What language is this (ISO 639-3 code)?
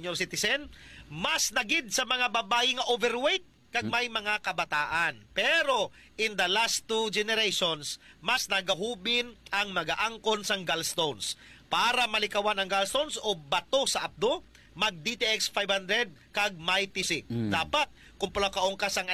hil